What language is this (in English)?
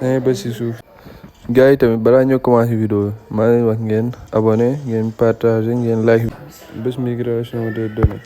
Wolof